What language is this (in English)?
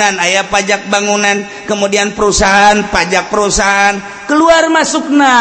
Sundanese